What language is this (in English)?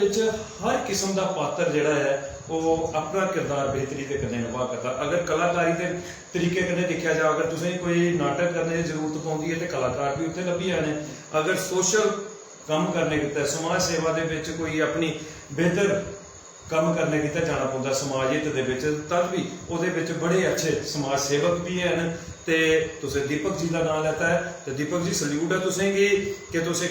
Dogri